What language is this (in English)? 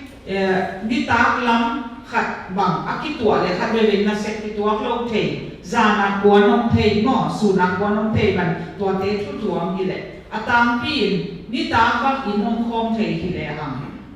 Tedim Chin